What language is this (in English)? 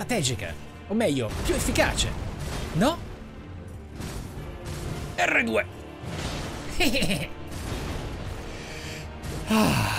Italian